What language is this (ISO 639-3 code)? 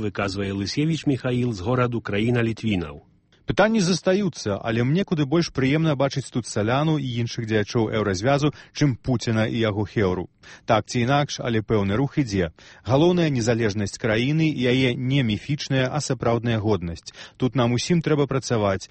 bel